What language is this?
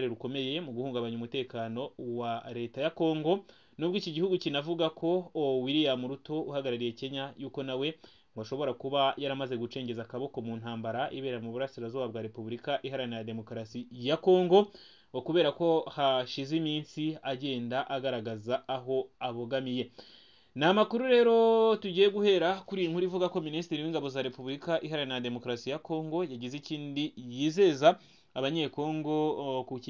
Kinyarwanda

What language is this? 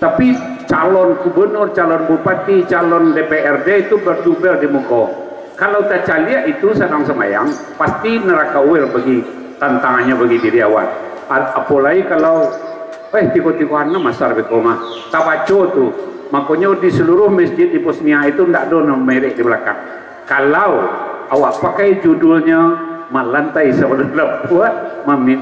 Minangkabau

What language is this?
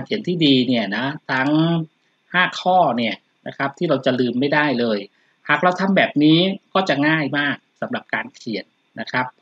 Thai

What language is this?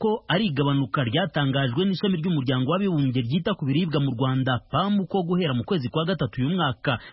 Kinyarwanda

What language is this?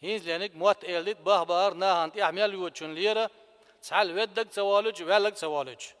Chechen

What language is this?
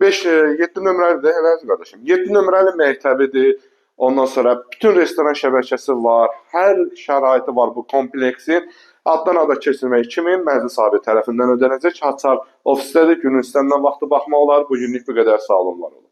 Azerbaijani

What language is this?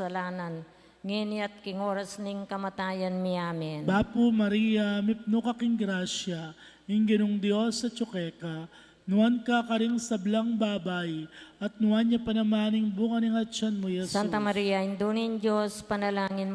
Pampanga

